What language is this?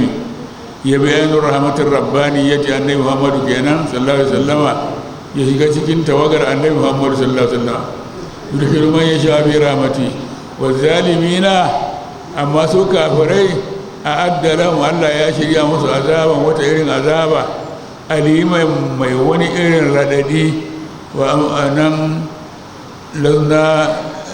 Hausa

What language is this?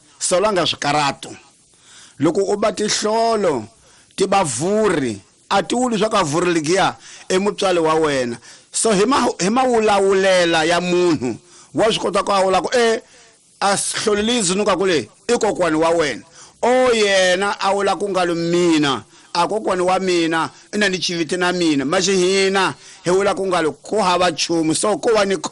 Tsonga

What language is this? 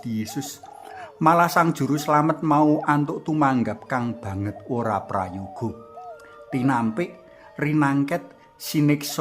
Javanese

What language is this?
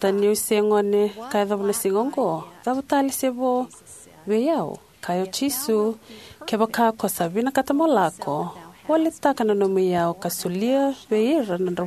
Fijian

